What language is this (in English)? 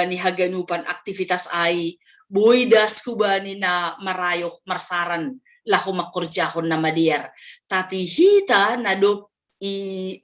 Batak Simalungun